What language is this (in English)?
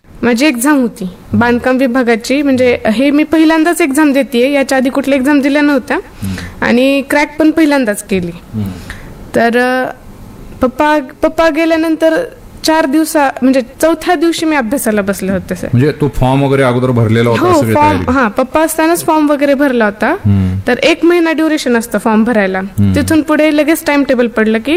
Marathi